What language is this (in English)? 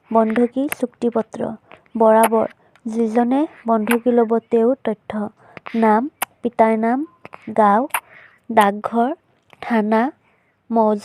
Assamese